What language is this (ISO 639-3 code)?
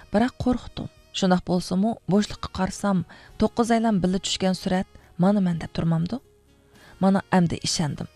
uig